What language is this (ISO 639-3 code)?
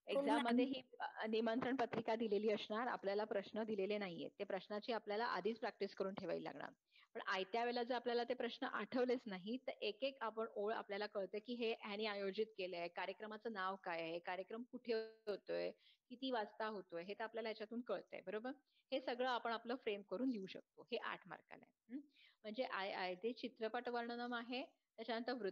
mar